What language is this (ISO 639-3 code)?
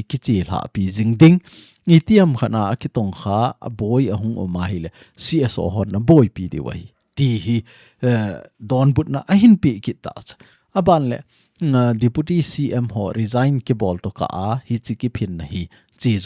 tcz